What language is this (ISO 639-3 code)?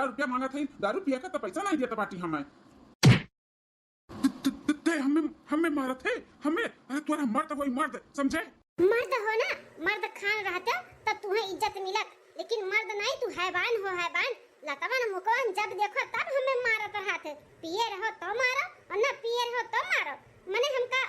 awa